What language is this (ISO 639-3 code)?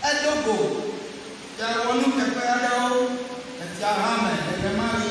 ewe